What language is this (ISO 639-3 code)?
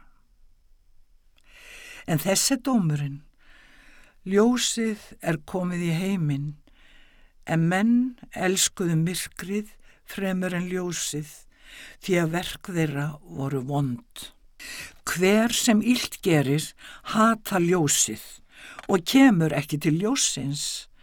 isl